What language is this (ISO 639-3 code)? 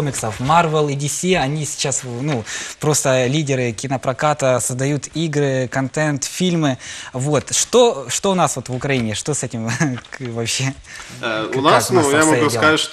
rus